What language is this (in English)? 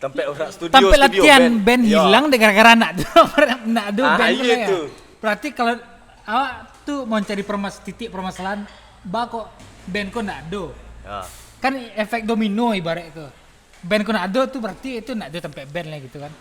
Minangkabau